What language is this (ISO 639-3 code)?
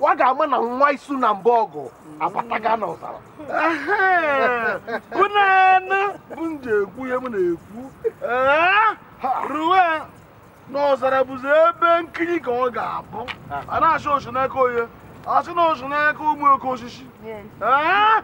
ibo